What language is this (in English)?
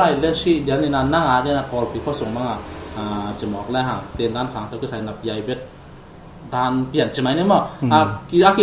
Tedim Chin